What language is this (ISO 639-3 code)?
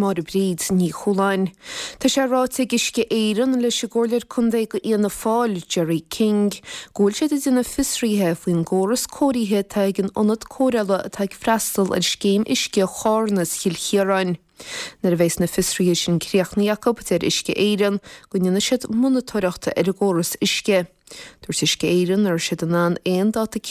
gle